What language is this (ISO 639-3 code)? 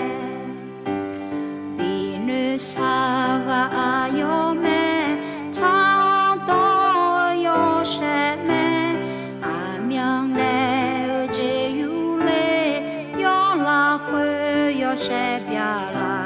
ahk